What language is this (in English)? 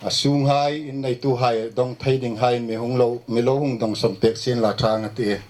Hmar